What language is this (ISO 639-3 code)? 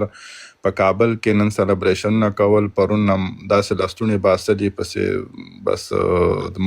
pus